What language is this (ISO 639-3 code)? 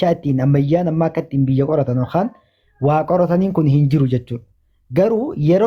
orm